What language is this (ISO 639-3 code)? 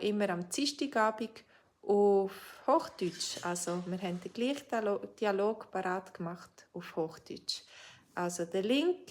gsw